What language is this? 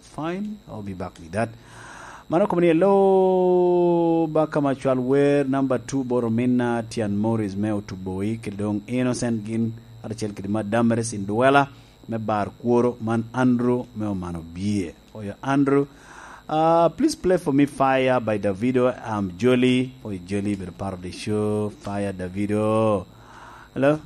Lango (Uganda)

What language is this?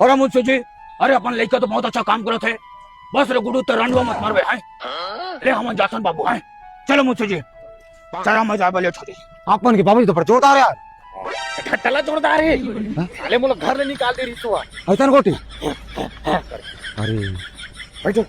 Chhattisgarhi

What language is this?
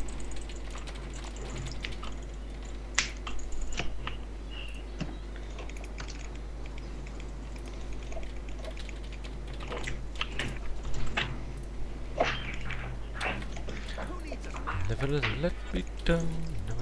Polish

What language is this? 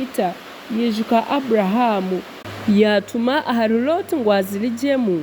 Nyankole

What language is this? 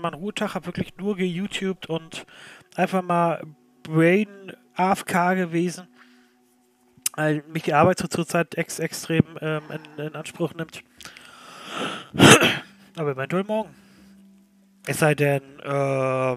German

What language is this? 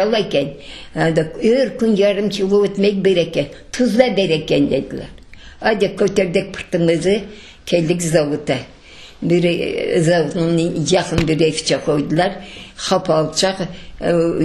Crimean Tatar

